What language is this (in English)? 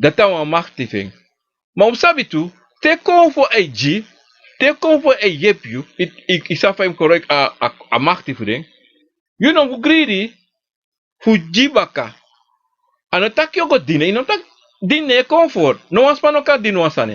Sranan Tongo